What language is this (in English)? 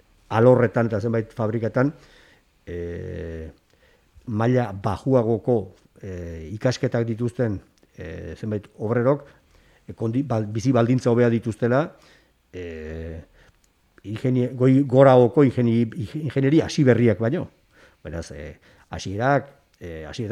Basque